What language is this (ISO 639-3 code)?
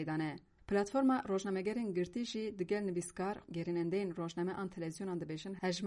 kur